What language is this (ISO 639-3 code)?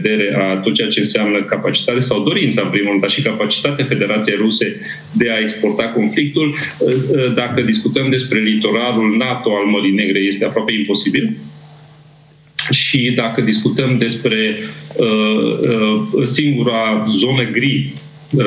ron